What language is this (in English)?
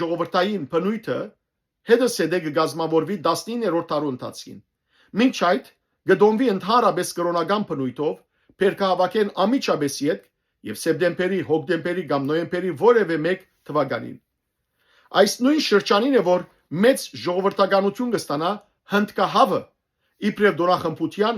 Western Armenian